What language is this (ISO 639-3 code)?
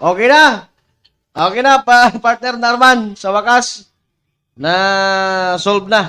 bik